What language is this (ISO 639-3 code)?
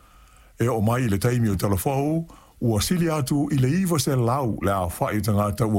smo